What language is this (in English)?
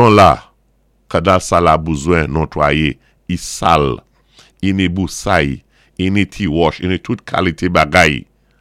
Saint Lucian Creole French